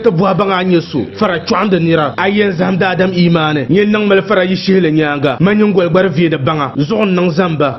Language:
Dagbani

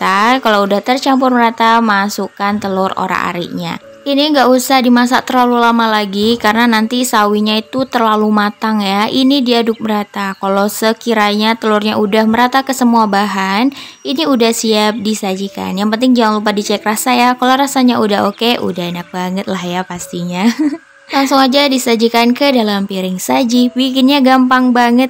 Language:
Indonesian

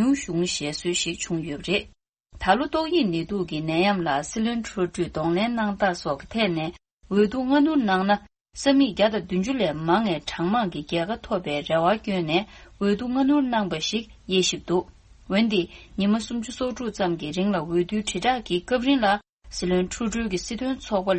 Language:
Tibetan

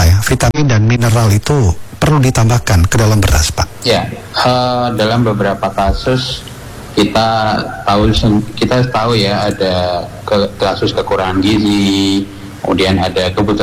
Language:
Indonesian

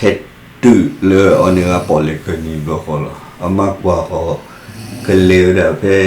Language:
S'gaw Karen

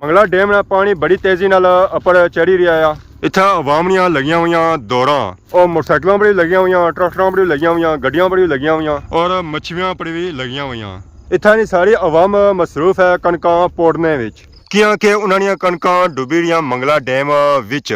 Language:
Pahari-Potwari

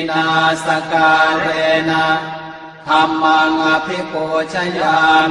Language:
Pali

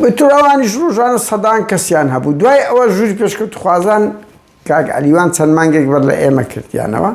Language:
Central Kurdish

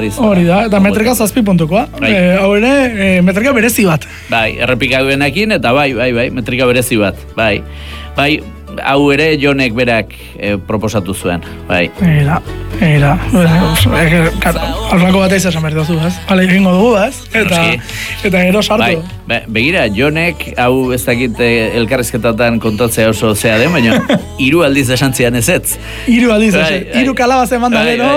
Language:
Basque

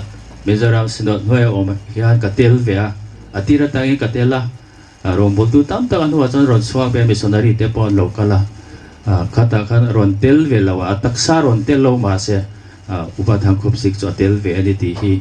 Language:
Hmar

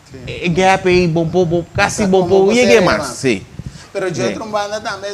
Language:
Papiamento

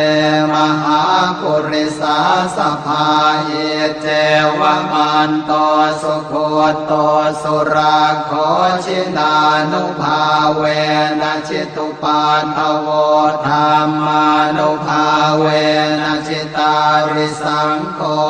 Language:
Pali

